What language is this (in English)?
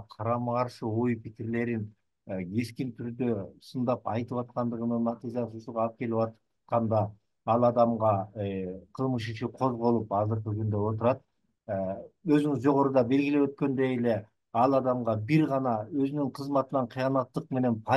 Kyrgyz